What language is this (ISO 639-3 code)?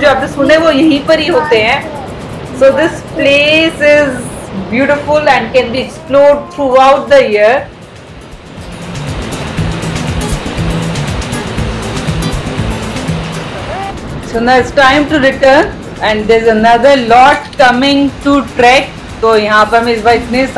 hin